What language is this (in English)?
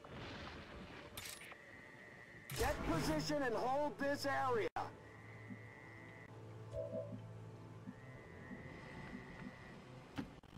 English